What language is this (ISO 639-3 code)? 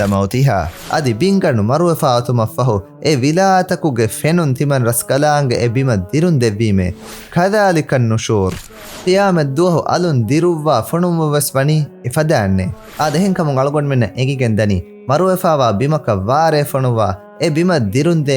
div